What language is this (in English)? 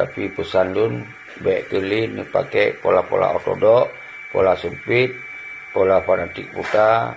Achinese